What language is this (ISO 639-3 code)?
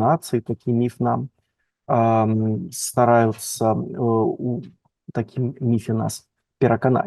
bel